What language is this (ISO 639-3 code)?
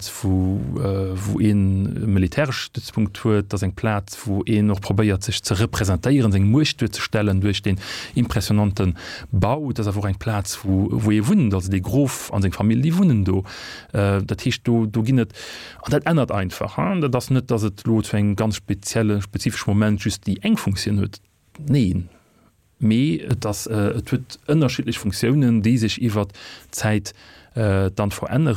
ltz